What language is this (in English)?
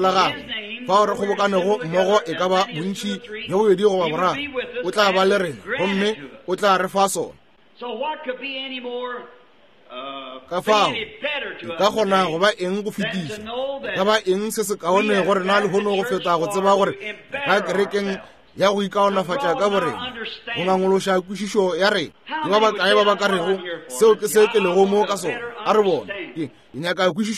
Northern Sotho